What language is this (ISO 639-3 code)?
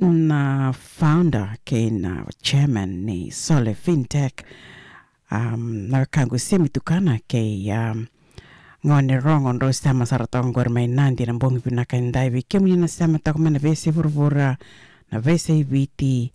fij